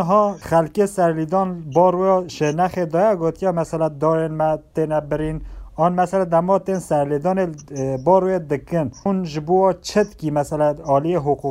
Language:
Kurdish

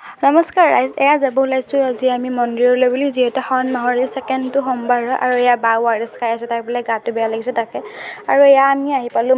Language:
Assamese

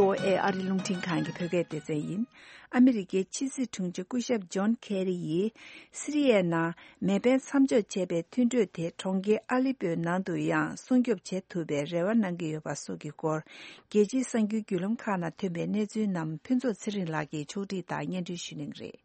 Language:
Tibetan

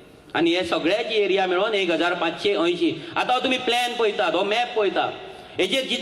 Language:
Konkani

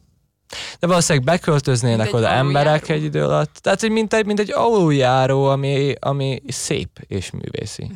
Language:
Hungarian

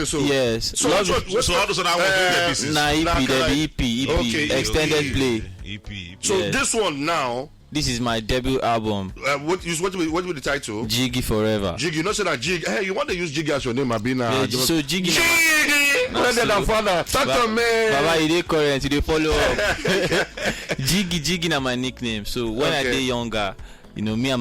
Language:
Nigerian Pidgin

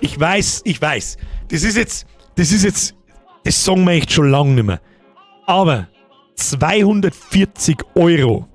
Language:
Bavarian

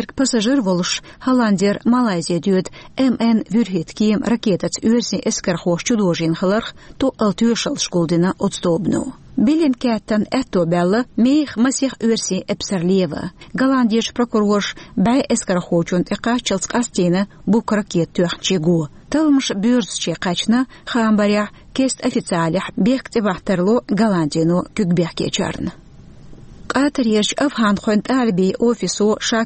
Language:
Chechen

